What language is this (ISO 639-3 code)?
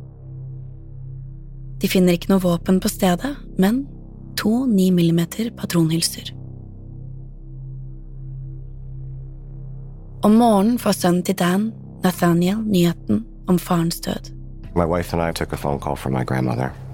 nor